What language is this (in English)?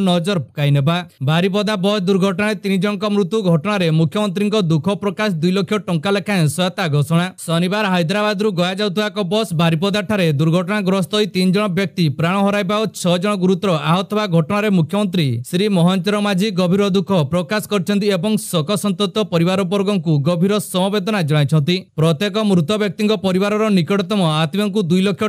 Odia